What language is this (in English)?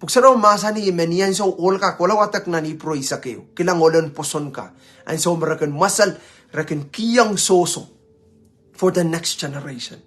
Pohnpeian